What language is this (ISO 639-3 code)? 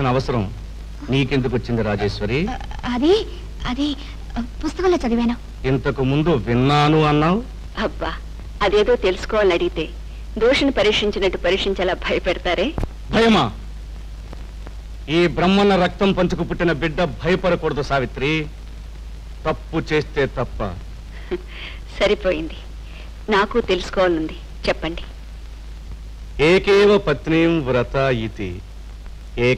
tel